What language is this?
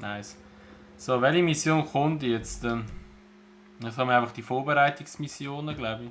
Swiss German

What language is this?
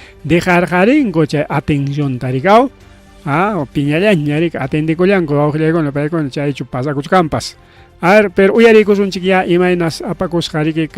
Ayacucho Quechua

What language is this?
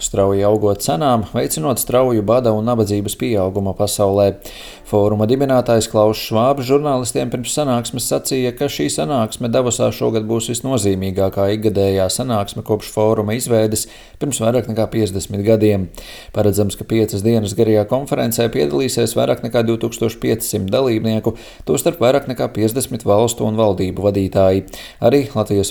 Latvian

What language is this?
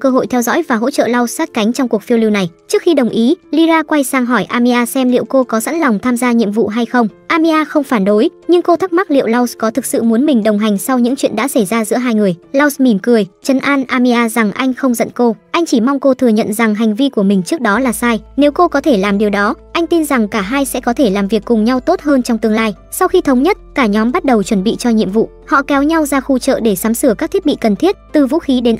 Vietnamese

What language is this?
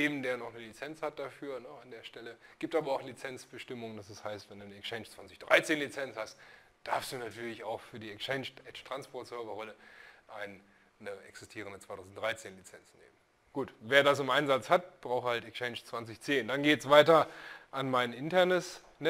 German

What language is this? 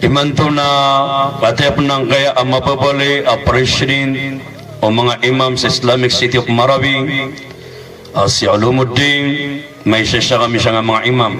Maranao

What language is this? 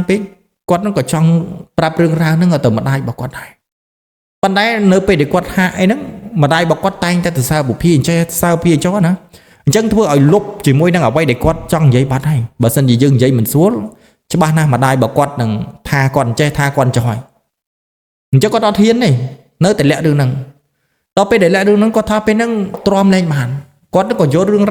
Khmer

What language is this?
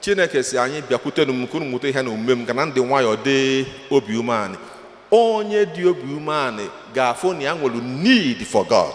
Igbo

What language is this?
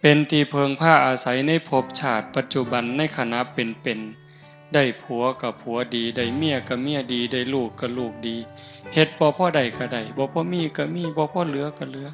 Northeastern Thai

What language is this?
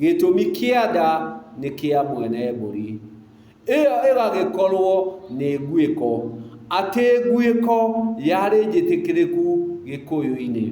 Kikuyu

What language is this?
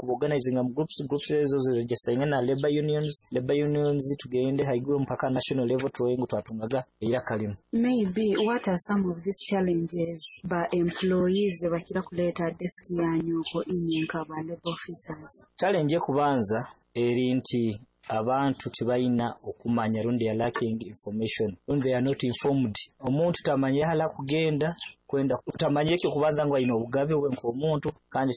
Nyoro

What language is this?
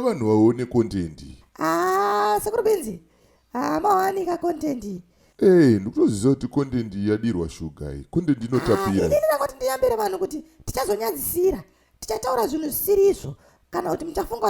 Shona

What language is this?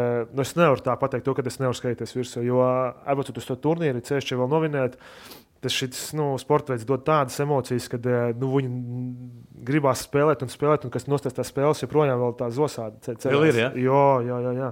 Latvian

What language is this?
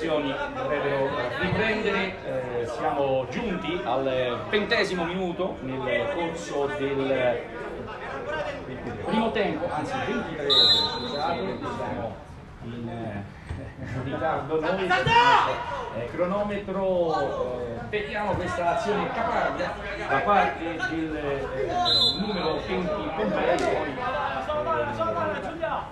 Italian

